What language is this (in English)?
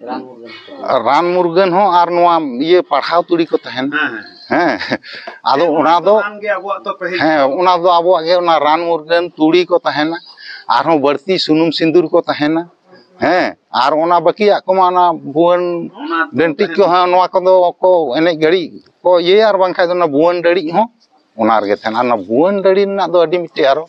Santali